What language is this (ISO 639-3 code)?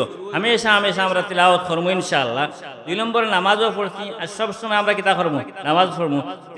syl